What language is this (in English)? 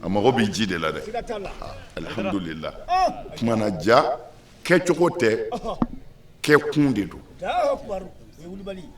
Bambara